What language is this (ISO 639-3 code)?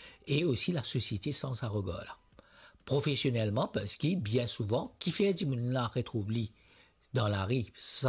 mfe